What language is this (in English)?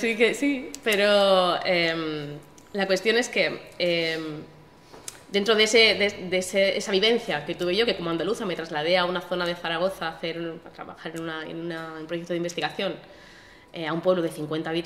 Spanish